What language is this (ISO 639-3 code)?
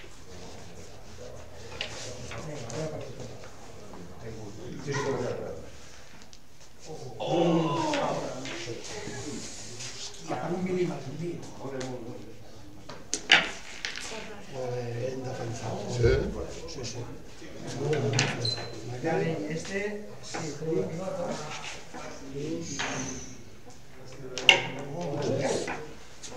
cat